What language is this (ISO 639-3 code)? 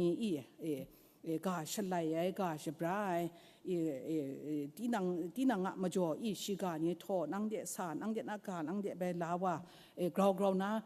kac